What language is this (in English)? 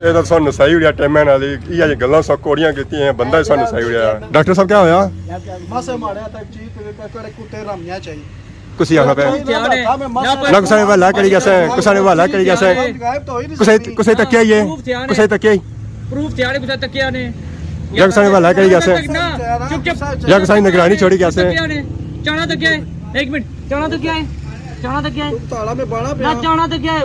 Pahari-Potwari